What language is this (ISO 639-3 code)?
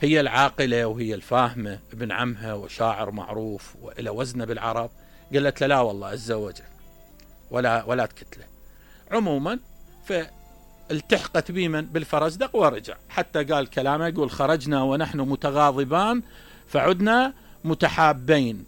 acm